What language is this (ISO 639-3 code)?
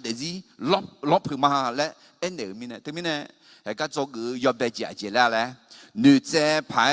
ahk